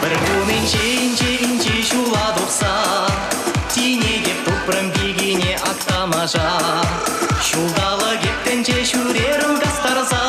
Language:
Chuvash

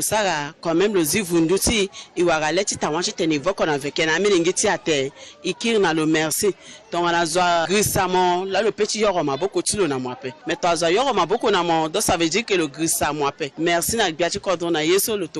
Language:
Sango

